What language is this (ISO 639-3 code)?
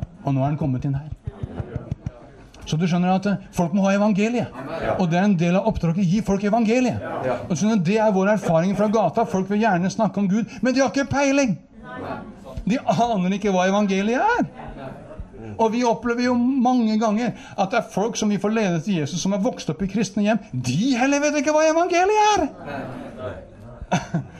nor